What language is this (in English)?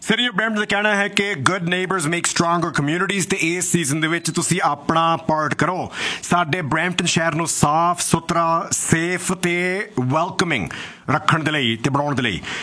Punjabi